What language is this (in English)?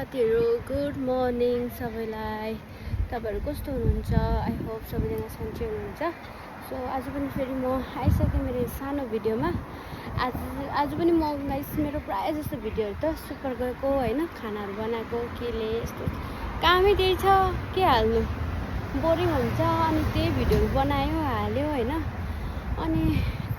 Nepali